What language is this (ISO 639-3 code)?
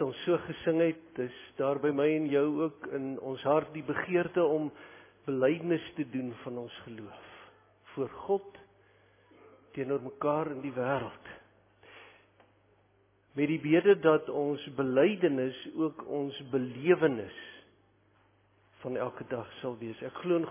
afr